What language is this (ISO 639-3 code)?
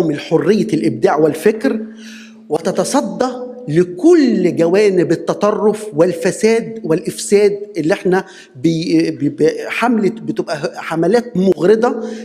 arz